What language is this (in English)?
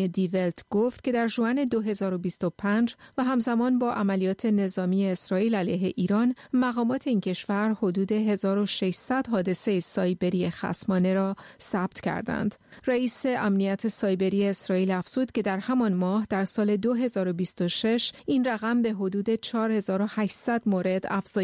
Persian